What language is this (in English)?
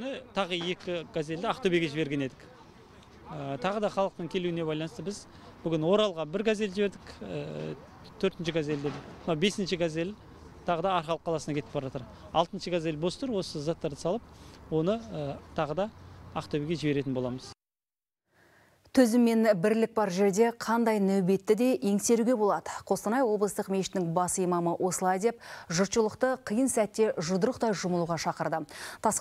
Kazakh